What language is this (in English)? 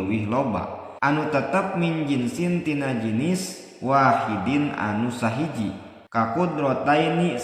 Sundanese